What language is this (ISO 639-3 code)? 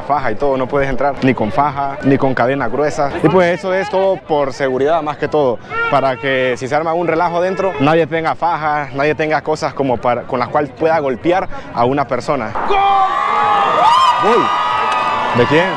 spa